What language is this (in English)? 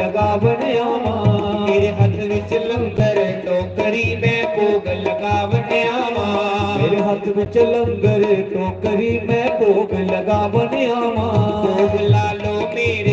Dogri